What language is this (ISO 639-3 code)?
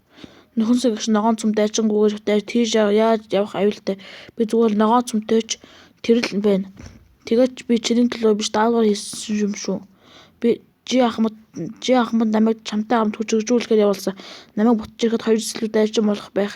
mon